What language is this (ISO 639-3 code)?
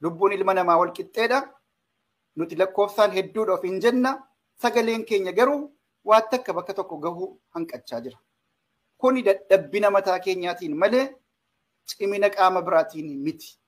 orm